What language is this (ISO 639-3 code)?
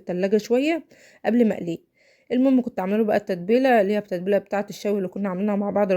arz